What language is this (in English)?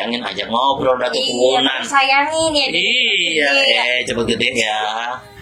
Betawi